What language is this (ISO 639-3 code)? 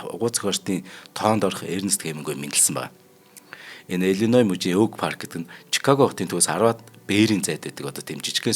mon